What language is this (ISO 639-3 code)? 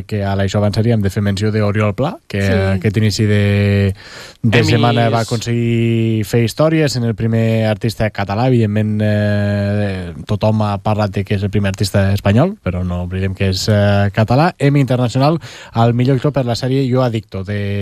cat